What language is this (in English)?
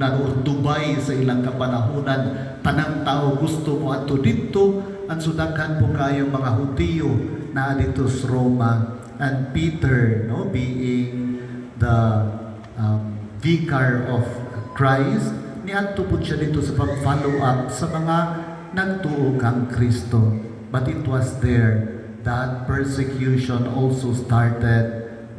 Cebuano